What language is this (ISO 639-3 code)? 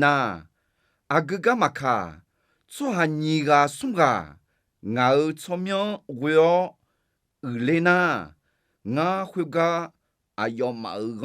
ahk